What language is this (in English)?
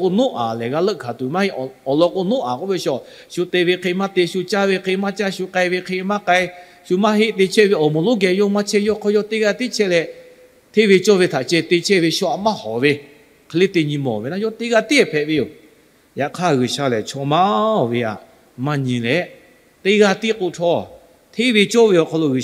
Lahu